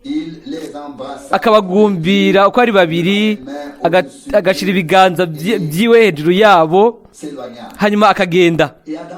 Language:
Rundi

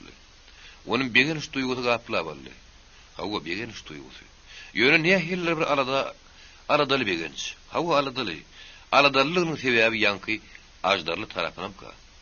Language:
Turkmen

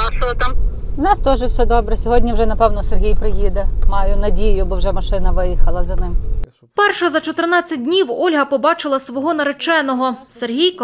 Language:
Ukrainian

